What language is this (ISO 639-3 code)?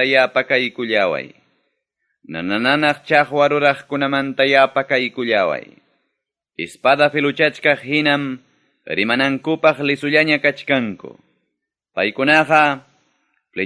quy